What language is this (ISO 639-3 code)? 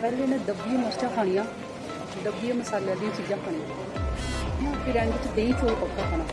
doi